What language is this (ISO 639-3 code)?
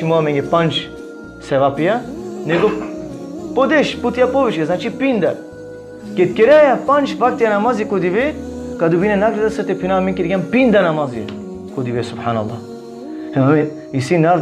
rmn